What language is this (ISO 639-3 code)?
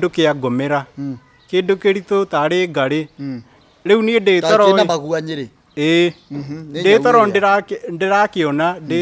kik